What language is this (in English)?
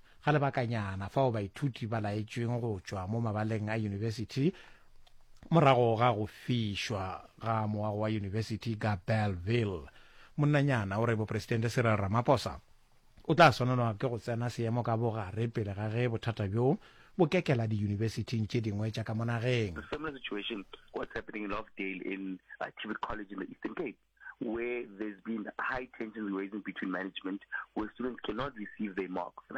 Northern Sotho